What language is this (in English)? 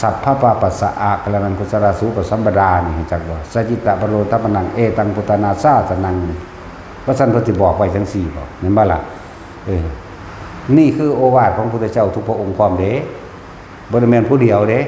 Northeastern Thai